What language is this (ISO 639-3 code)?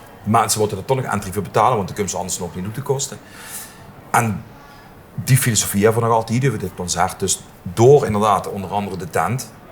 lim